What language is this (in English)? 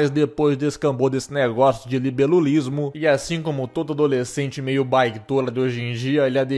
Portuguese